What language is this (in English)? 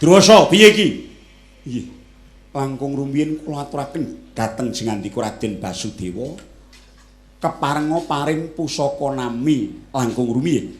Javanese